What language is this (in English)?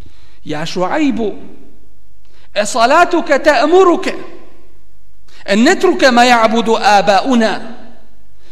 Bosnian